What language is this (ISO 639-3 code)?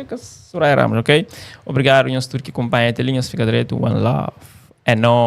kea